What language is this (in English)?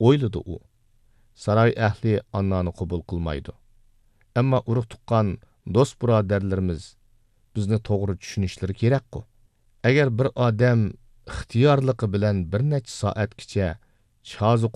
Uyghur